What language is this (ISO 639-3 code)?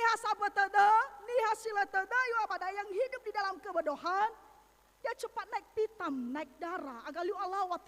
nia